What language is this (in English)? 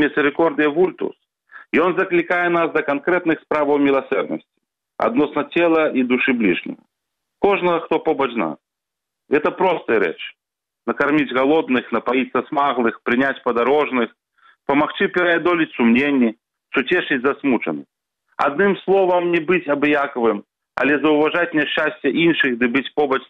Belarusian